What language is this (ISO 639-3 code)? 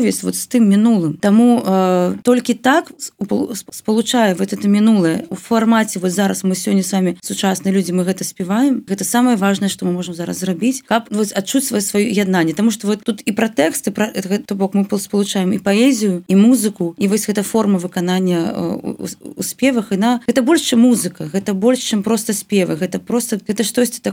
bel